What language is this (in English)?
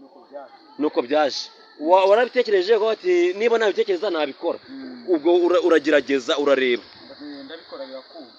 Kinyarwanda